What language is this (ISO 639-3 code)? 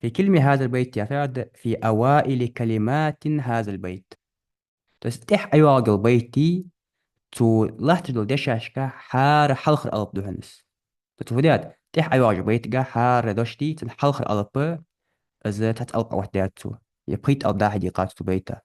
inh